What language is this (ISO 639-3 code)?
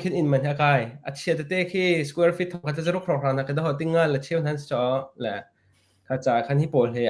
cnh